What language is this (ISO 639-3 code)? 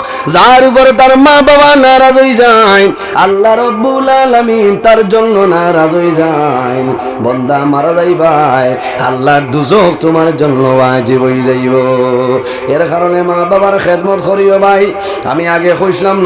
syl